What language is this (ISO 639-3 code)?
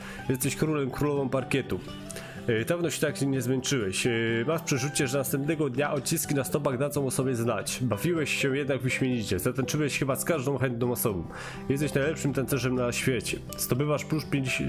pol